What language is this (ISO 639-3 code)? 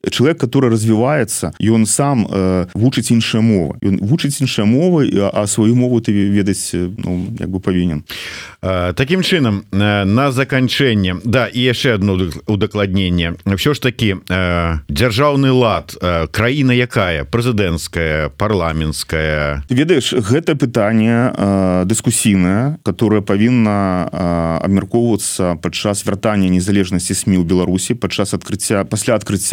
bel